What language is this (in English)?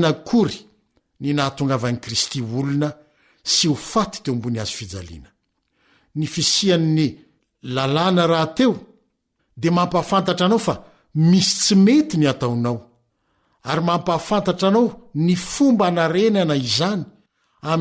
Malagasy